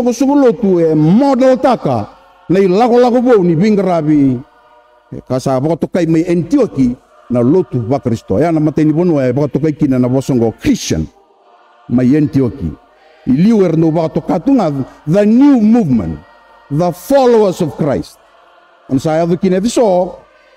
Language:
Fijian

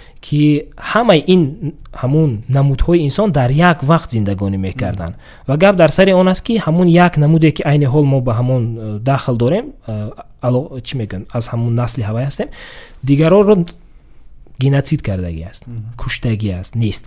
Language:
Tajik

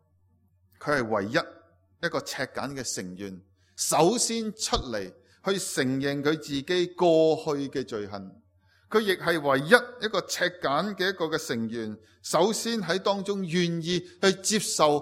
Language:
Cantonese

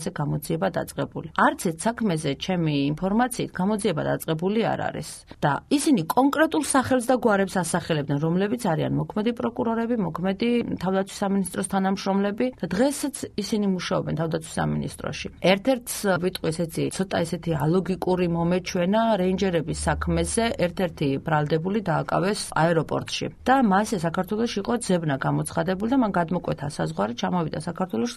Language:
Georgian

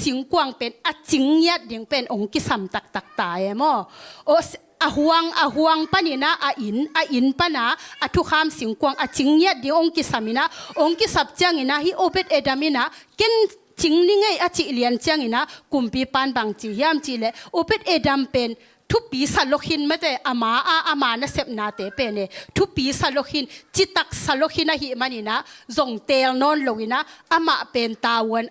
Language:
Tedim Chin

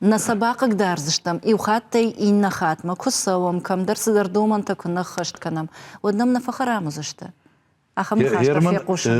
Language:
Ossetic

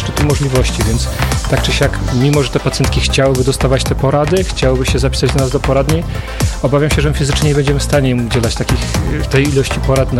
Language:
Polish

